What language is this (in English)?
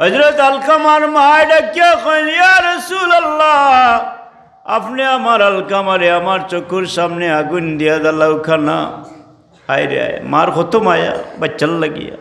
Sylheti